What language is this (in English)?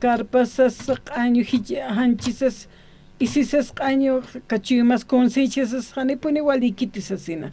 Aymara